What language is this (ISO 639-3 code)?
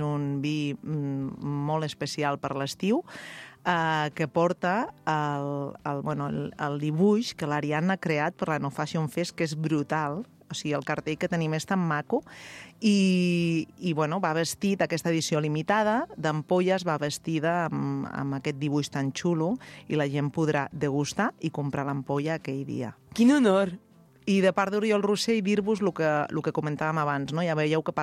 cat